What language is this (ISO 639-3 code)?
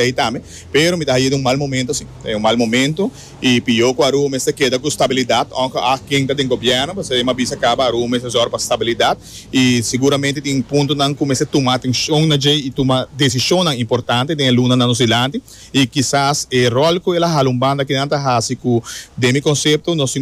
pap